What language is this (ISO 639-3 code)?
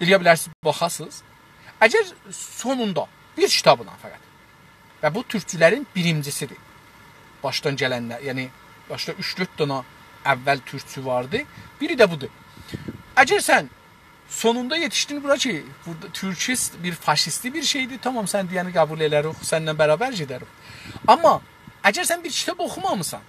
azb